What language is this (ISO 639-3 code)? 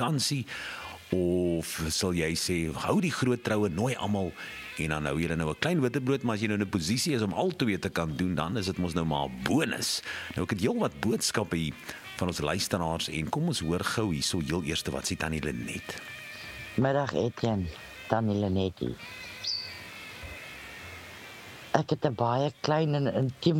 afr